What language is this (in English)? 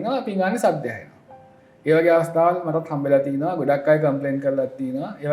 Sinhala